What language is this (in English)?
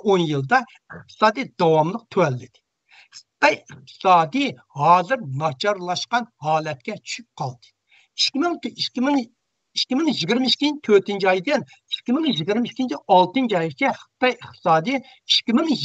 Uyghur